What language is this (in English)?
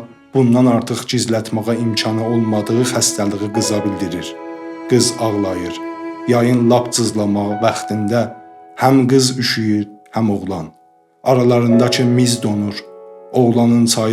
South Azerbaijani